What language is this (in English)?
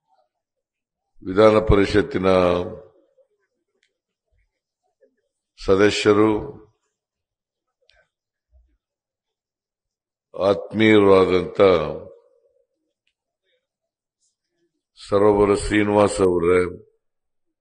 Kannada